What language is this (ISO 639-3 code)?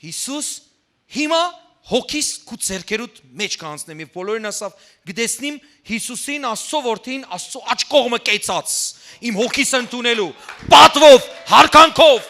hyw